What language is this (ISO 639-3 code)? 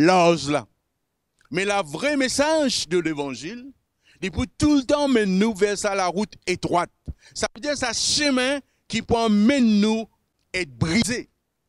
mfe